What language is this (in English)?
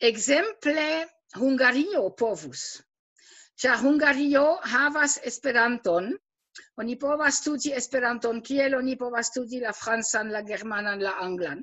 Esperanto